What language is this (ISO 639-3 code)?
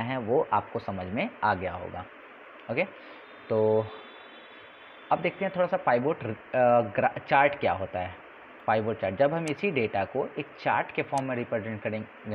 hin